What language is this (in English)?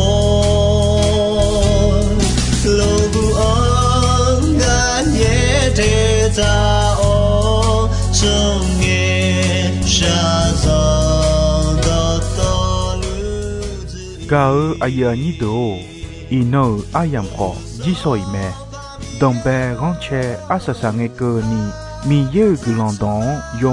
Akha